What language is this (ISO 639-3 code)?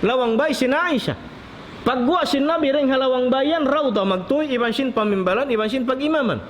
tsg